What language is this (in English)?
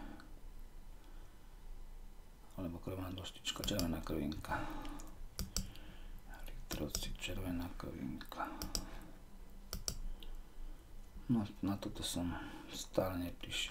Slovak